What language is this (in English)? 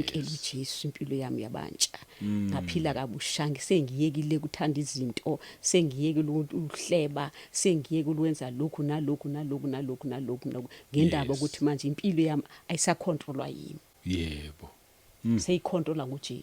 Zulu